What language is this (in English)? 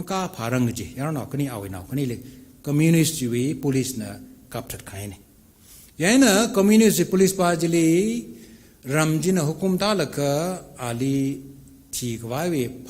Tangkhul Naga (India)